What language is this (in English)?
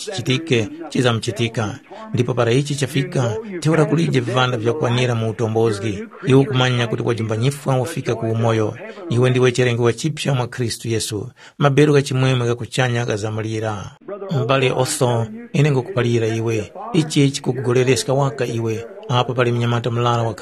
Tumbuka